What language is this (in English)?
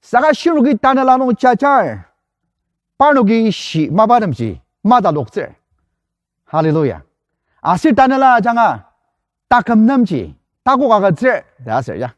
Ao Naga